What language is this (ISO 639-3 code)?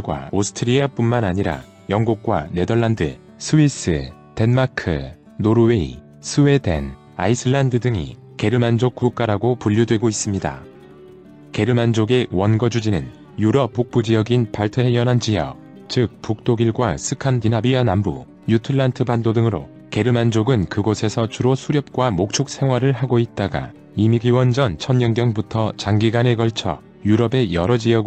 kor